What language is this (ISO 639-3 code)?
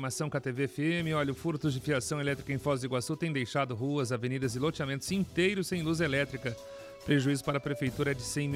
por